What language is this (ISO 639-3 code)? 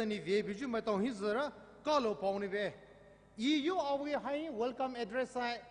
pmx